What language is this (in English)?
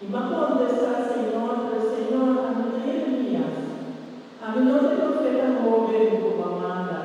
Papiamento